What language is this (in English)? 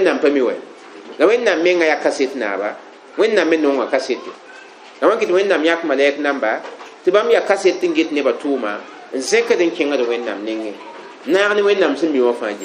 Mossi